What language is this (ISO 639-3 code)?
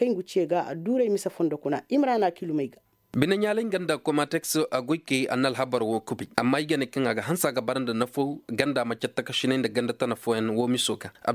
ses